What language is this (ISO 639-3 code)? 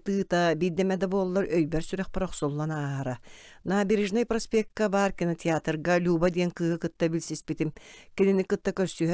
sah